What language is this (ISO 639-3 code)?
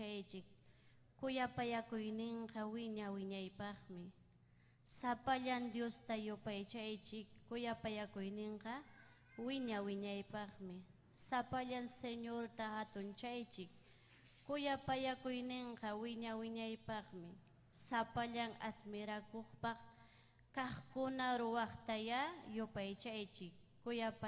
quy